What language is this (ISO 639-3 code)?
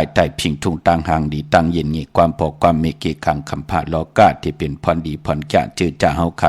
shn